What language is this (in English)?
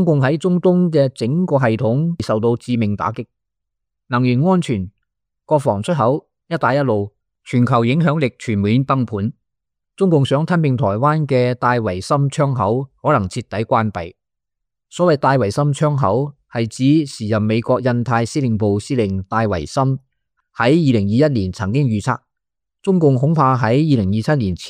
Cantonese